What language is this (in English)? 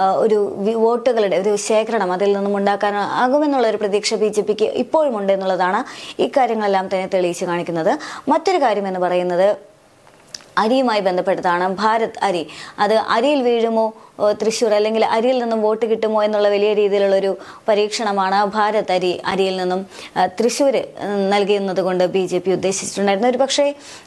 Malayalam